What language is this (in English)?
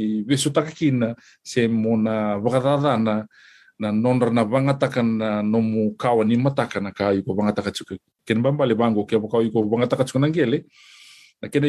Fijian